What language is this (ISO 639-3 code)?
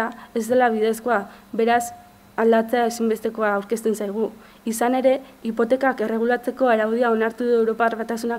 eus